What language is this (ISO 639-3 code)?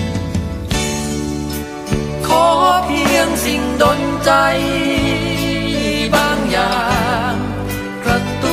tha